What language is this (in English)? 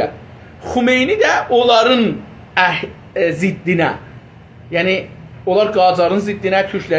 South Azerbaijani